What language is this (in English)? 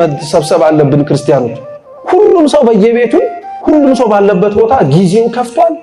Amharic